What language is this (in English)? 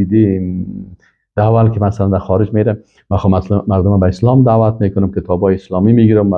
Persian